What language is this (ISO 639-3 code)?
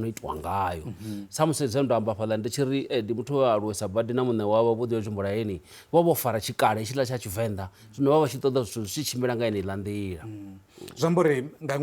ven